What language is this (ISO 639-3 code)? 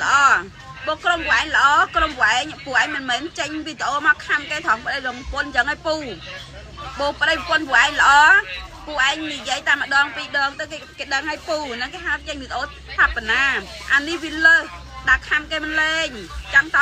khm